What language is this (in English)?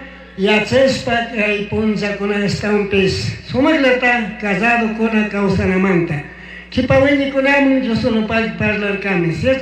Chimborazo Highland Quichua